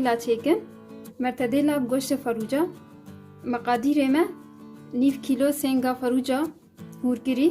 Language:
Kurdish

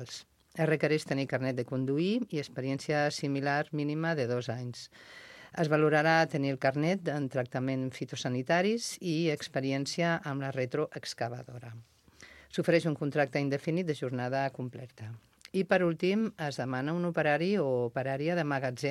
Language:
Catalan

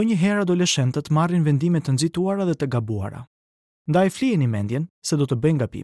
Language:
Albanian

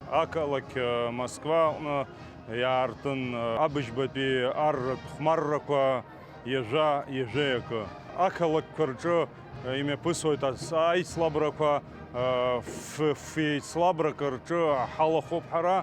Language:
Abkhazian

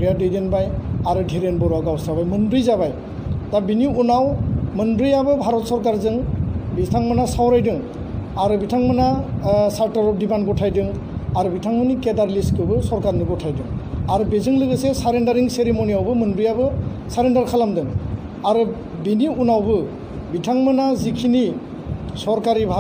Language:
Bodo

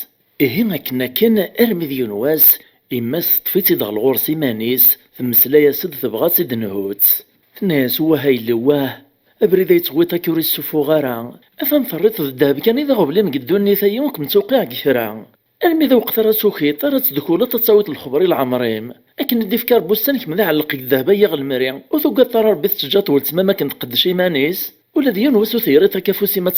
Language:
Kabyle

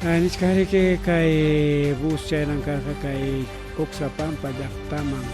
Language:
Ayacucho Quechua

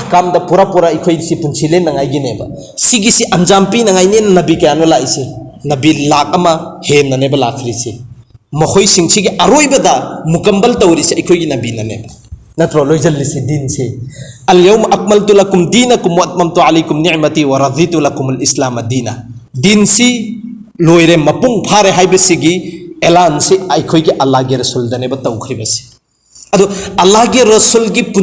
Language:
Manipuri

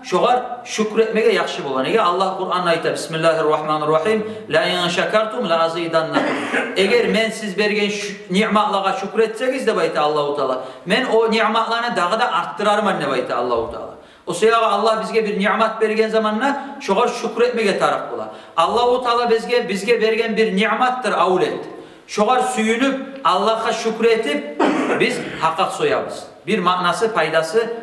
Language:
Kumyk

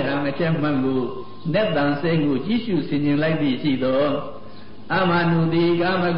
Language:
Burmese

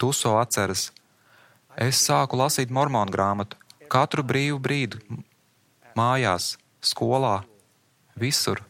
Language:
Latvian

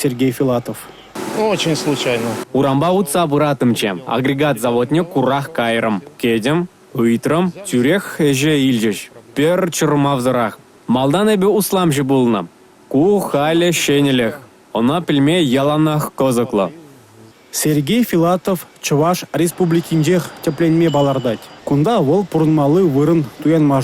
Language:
Chuvash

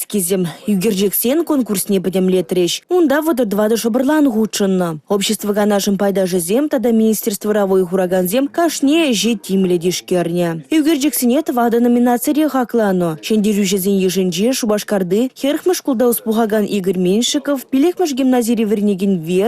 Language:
Chuvash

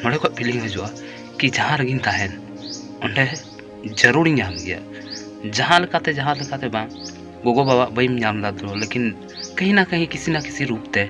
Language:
Santali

